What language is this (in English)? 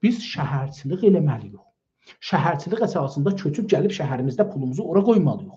South Azerbaijani